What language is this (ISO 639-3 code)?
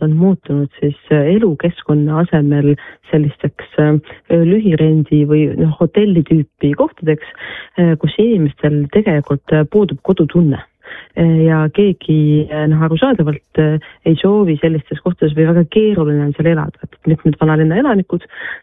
est